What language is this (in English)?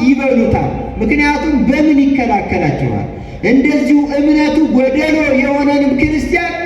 Amharic